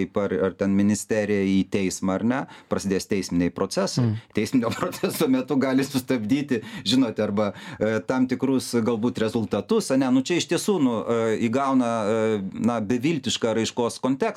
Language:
Lithuanian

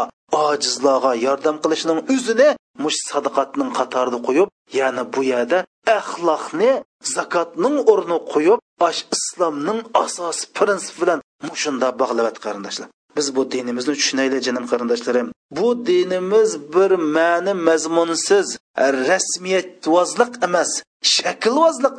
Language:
Uyghur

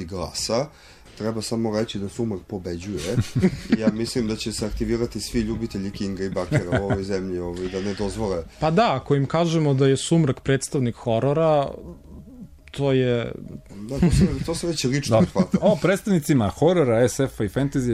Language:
Serbian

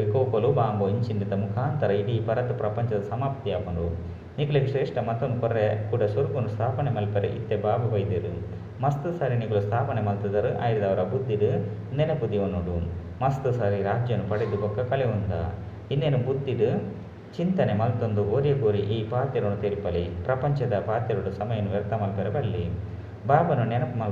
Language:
Tulu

